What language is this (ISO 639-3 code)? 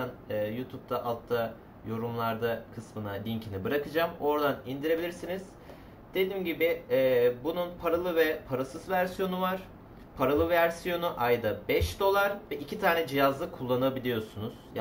tur